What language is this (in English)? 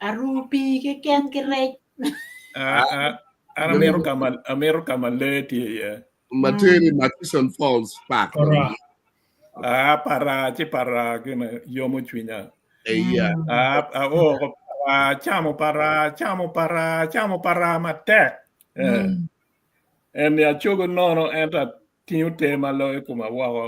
Acoli